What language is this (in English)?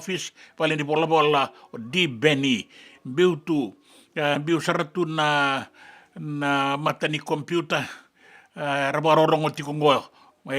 Fijian